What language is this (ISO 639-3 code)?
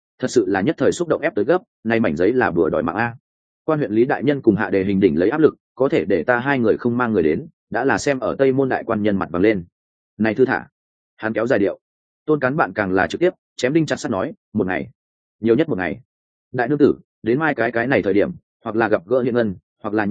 vie